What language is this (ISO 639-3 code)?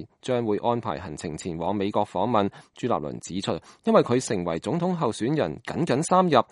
yue